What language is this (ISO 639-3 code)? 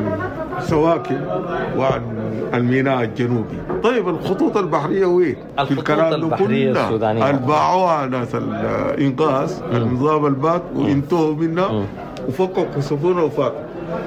apd